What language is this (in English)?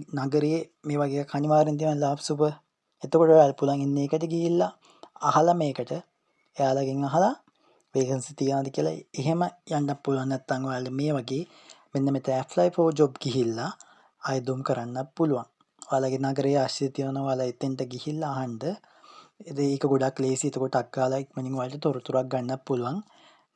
Sinhala